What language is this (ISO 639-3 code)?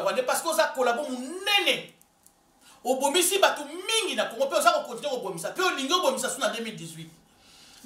lin